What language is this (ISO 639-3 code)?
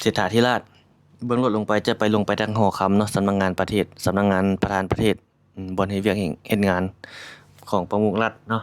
lao